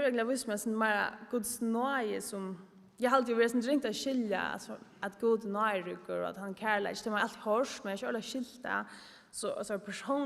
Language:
Faroese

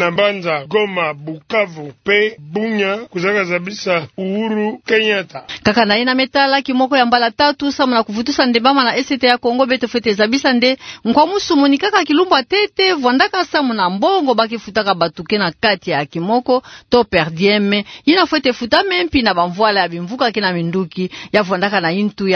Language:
Kituba (Democratic Republic of Congo)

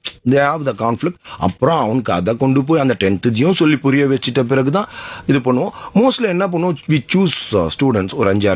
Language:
Tamil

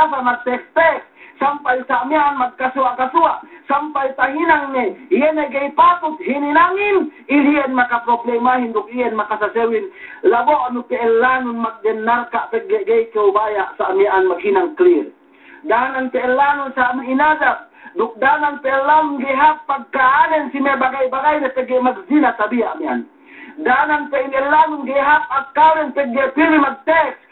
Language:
Yakan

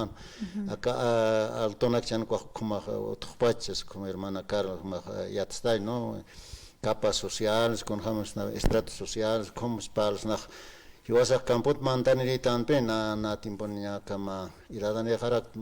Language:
Aymara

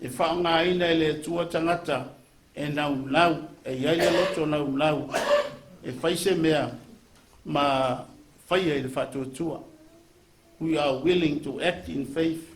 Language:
Samoan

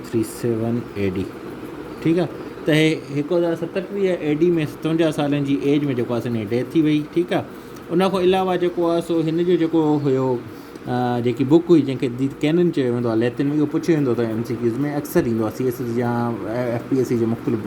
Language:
Sindhi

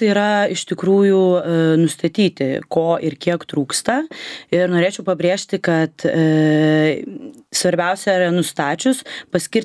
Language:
Lithuanian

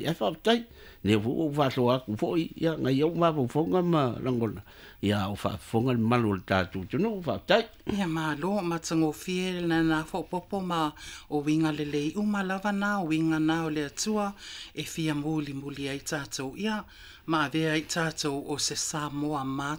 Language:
Samoan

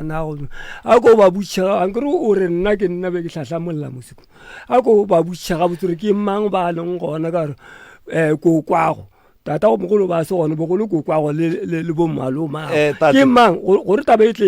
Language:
Northern Sotho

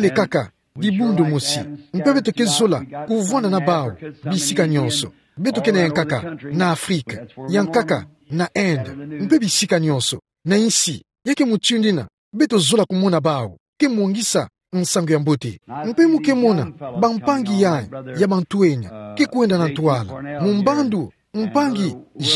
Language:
Kituba (Democratic Republic of Congo)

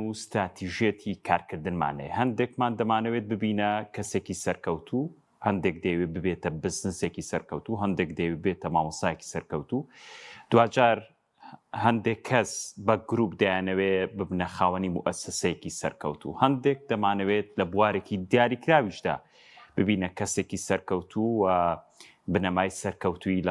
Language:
Central Kurdish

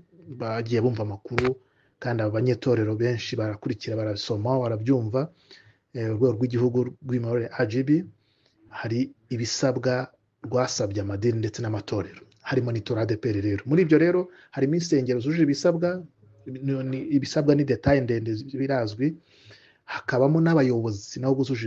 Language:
Kinyarwanda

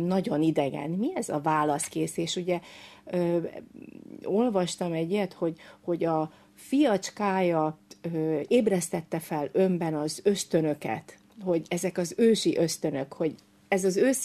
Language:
Hungarian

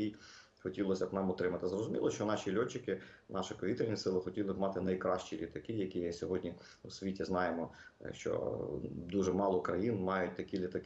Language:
Ukrainian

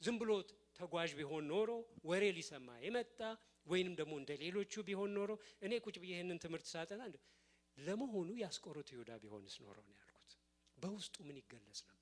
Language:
Amharic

